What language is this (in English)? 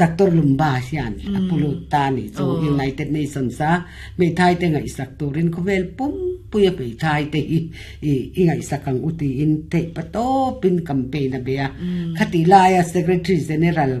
Mizo